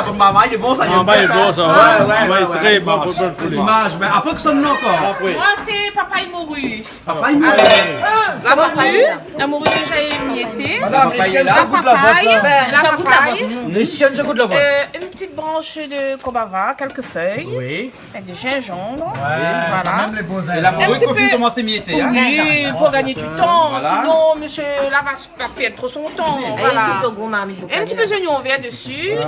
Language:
Réunion Creole French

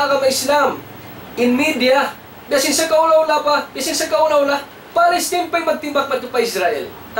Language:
Tausug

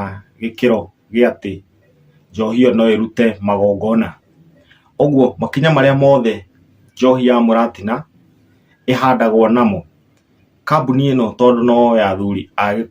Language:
Kikuyu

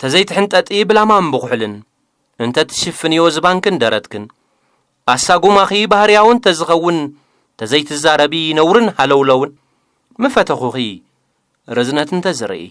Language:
Tigrinya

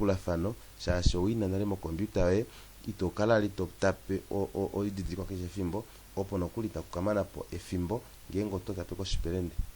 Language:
Kuanyama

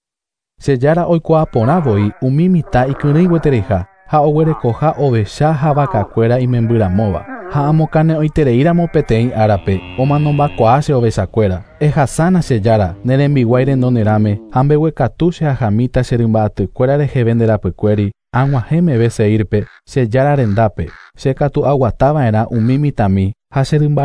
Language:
Guarani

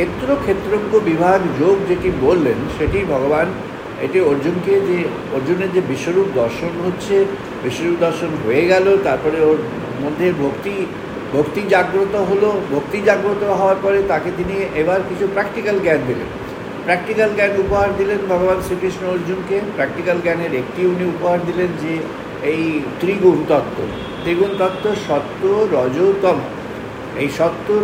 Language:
Bangla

